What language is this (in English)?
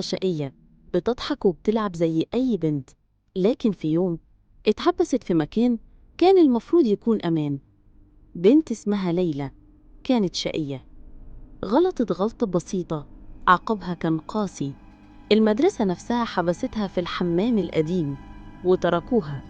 Egyptian Arabic